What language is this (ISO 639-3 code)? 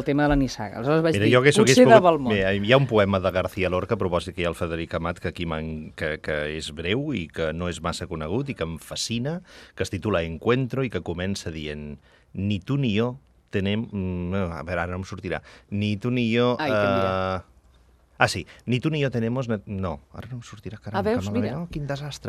cat